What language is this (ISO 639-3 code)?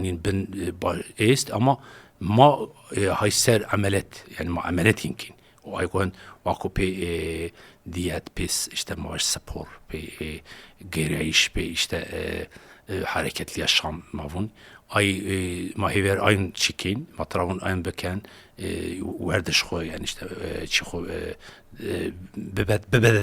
zza